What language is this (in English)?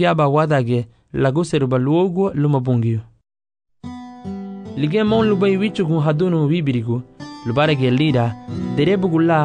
Garifuna